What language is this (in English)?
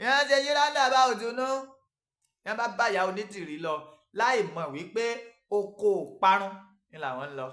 Yoruba